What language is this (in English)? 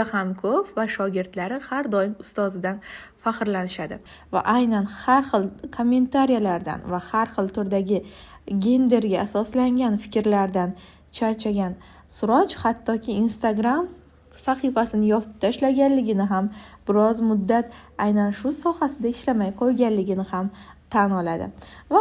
Uzbek